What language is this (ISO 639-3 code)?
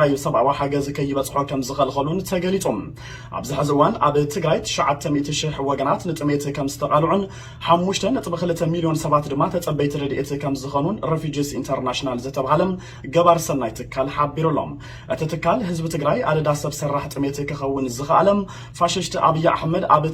tir